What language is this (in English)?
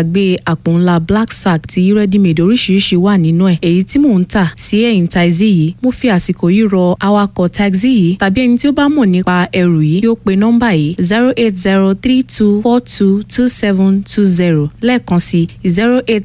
Yoruba